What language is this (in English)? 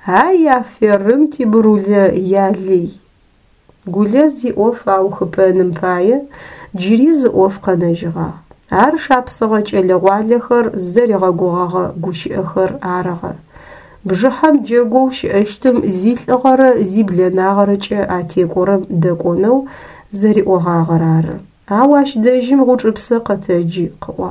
Adyghe